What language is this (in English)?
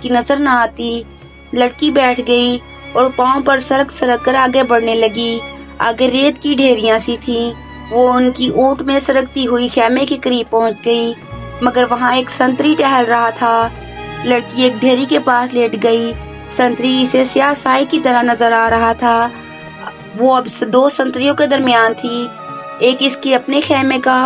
Urdu